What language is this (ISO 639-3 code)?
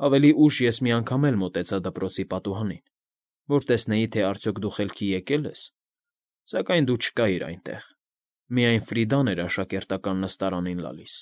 hye